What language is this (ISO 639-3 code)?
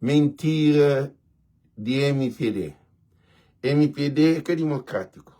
kea